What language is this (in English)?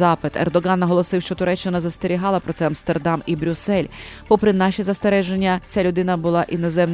Ukrainian